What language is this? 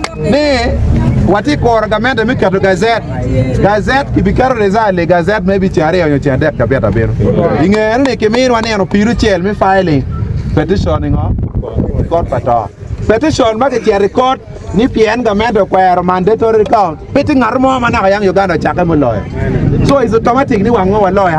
Acoli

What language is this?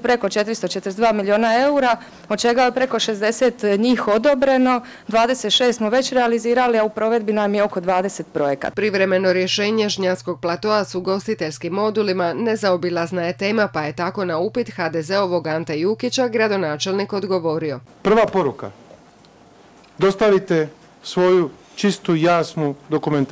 Croatian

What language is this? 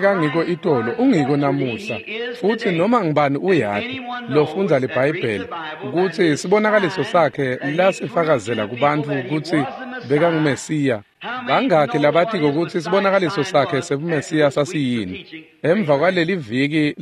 Swati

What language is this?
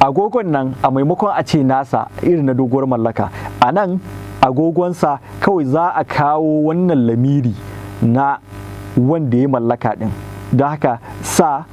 Hausa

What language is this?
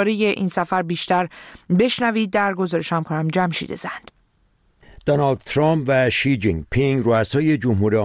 Persian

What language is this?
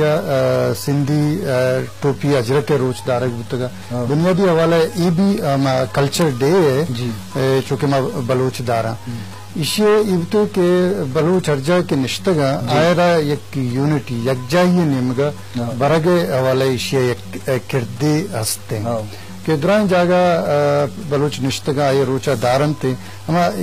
Eastern Balochi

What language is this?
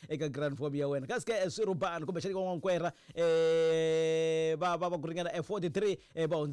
Tsonga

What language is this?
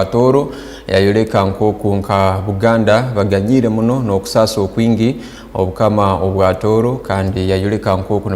Tooro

